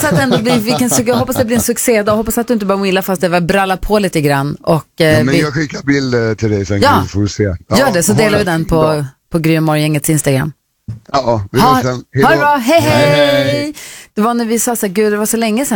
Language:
Swedish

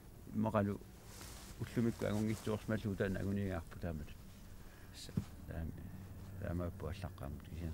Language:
Kalaallisut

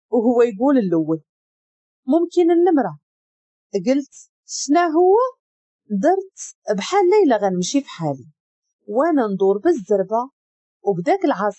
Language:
Moroccan Arabic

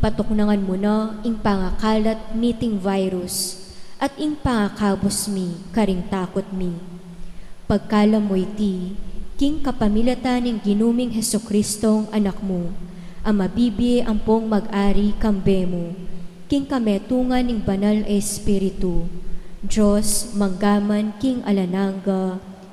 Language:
Pampanga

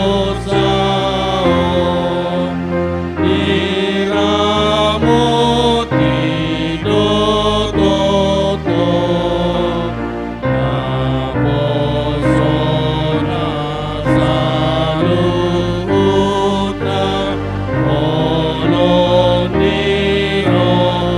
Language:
Batak Toba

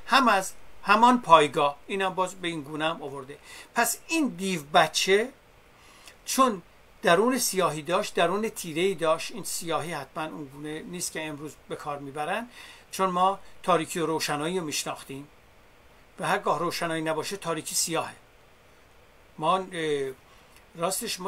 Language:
Persian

